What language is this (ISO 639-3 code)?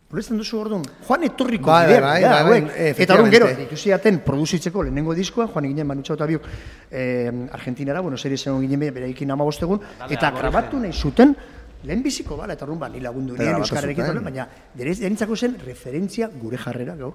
eus